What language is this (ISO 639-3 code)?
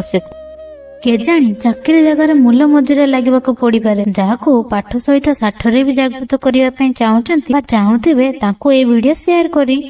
ori